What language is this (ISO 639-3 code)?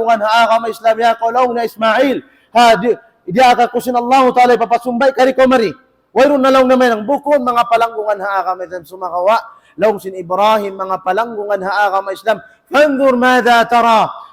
tsg